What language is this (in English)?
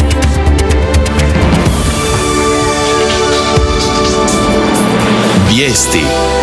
Croatian